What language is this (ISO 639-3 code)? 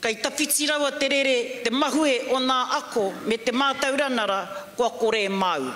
mri